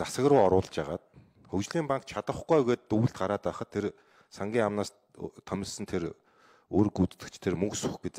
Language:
Mongolian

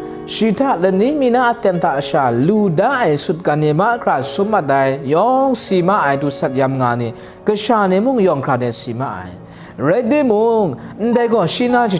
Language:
Kachin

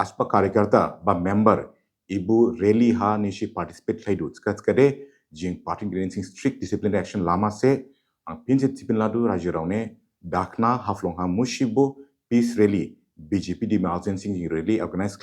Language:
Dimasa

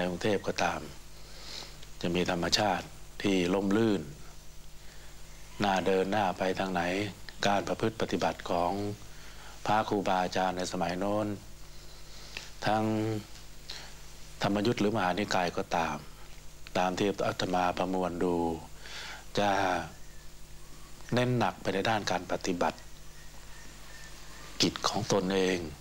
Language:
Thai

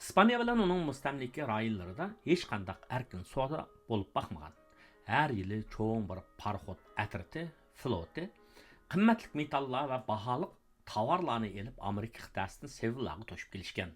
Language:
Uyghur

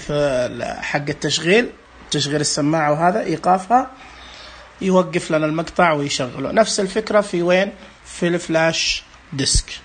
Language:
Najdi Arabic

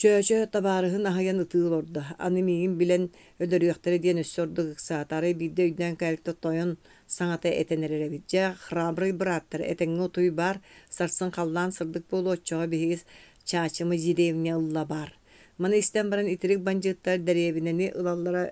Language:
Yakut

